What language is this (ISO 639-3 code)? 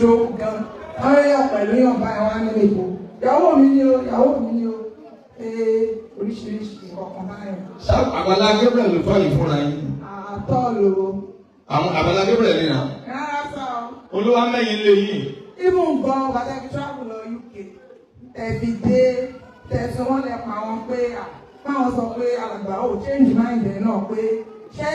yor